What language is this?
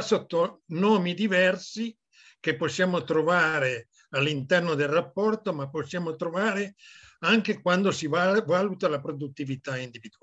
Italian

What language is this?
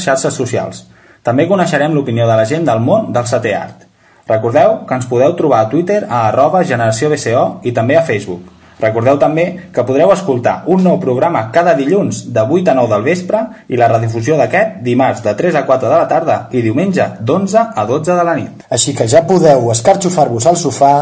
Catalan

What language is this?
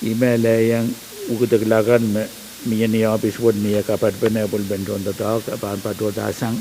Pohnpeian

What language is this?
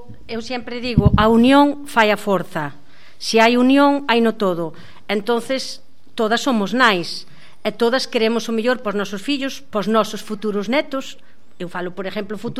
Galician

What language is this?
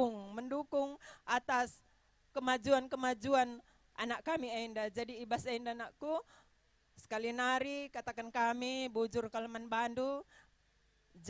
Batak Karo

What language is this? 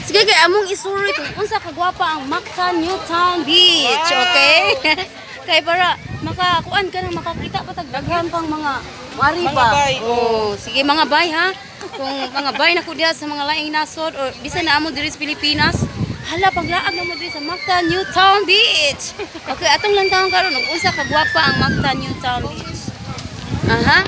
Cebuano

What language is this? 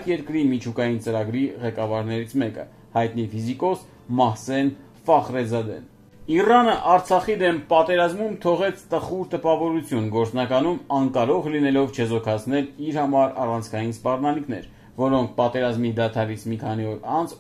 Armenian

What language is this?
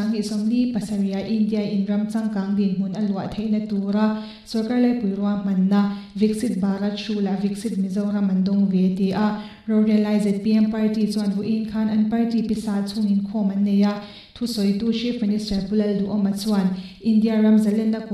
Mizo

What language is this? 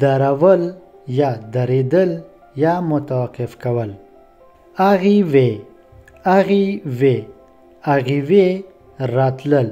Pashto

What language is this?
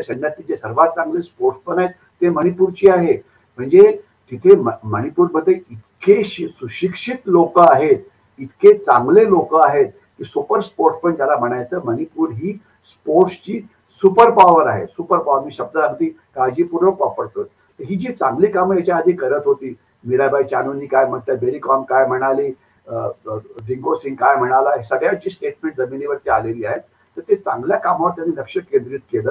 Marathi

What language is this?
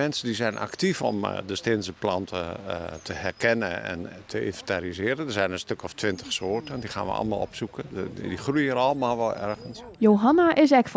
Western Frisian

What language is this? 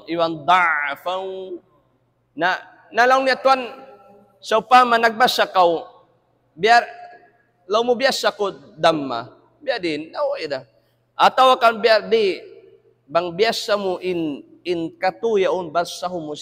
Tausug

